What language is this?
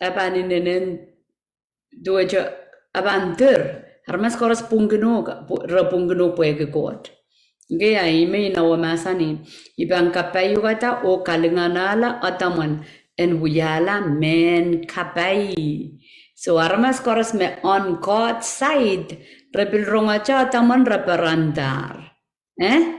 Pohnpeian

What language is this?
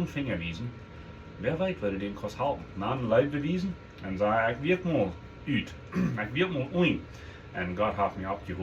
Plautdietsch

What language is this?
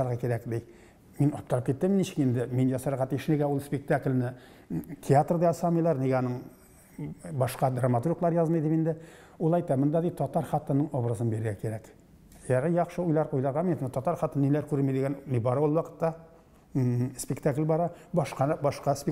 Tatar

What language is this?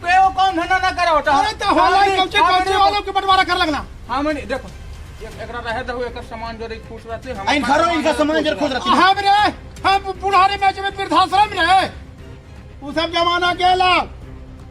Magahi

